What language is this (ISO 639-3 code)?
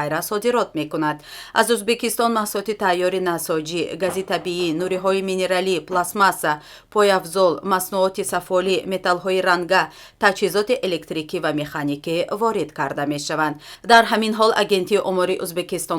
tgk